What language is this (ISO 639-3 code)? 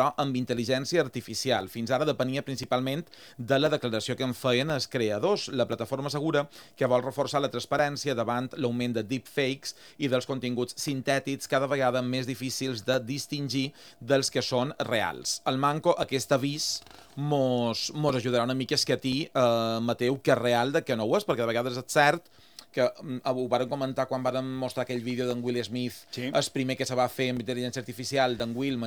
cat